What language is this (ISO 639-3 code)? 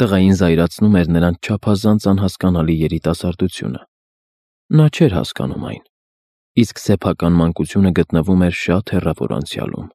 hye